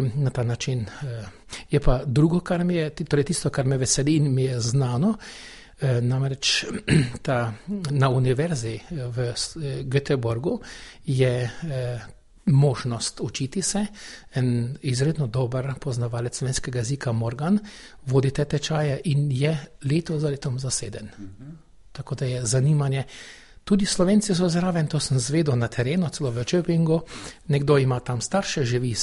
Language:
Slovenian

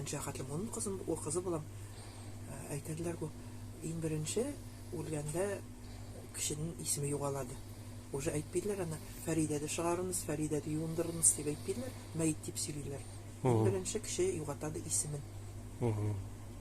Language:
Nogai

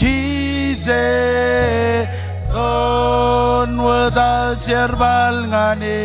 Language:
Marshallese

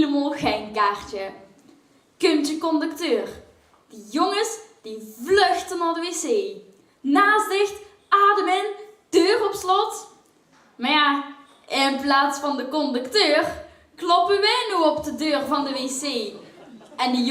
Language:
Limburgish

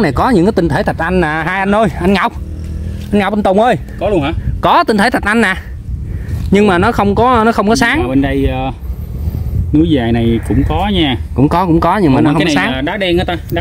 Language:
Vietnamese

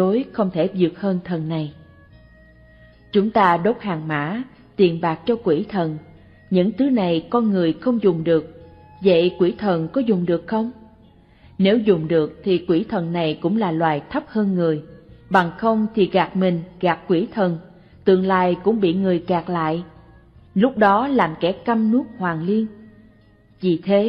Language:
Vietnamese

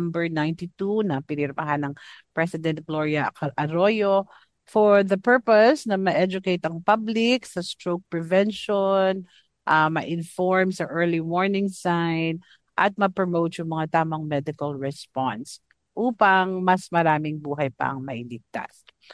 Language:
Filipino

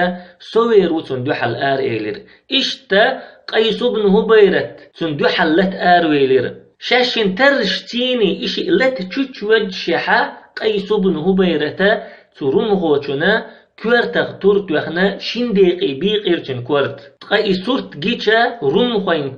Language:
Chechen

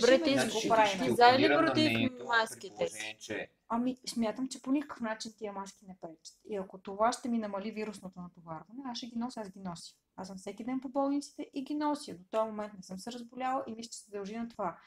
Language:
Bulgarian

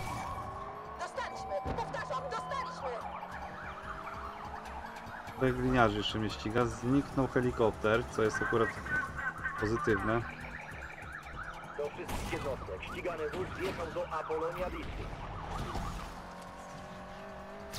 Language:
Polish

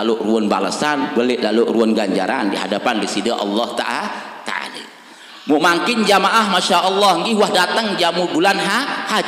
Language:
Sasak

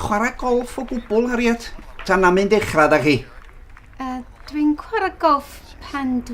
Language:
Welsh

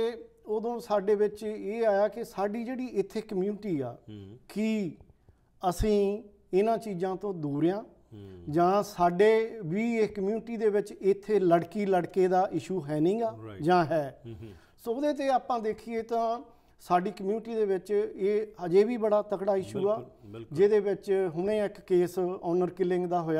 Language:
Punjabi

